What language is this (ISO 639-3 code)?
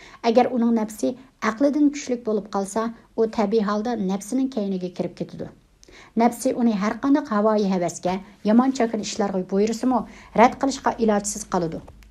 uig